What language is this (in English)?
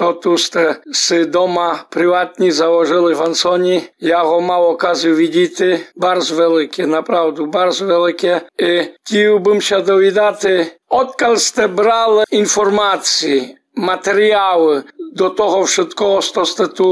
Rusyn